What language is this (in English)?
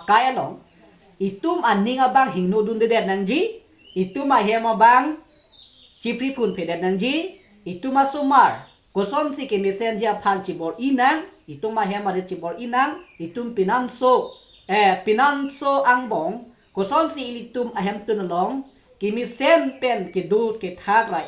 Karbi